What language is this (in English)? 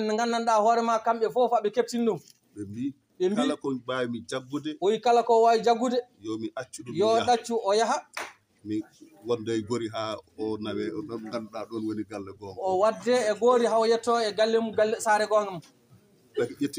Fula